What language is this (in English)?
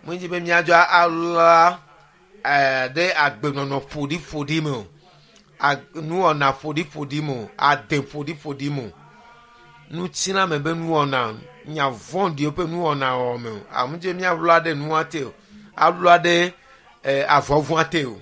Ewe